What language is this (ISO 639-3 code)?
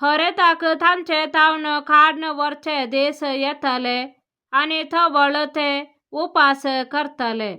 kok